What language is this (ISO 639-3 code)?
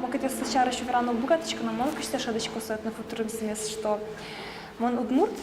udm